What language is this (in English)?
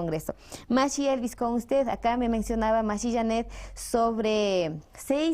Imbabura Highland Quichua